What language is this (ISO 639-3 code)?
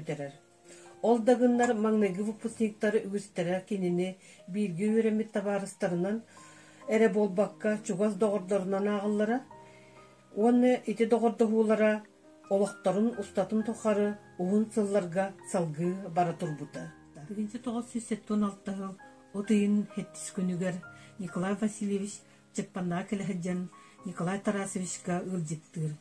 sah